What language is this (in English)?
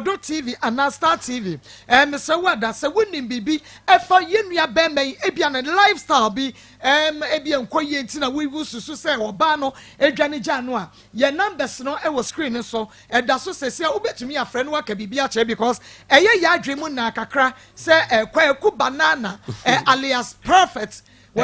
Akan